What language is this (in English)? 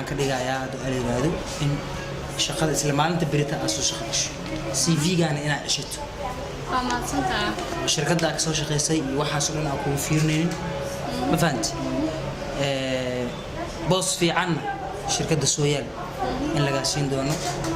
Somali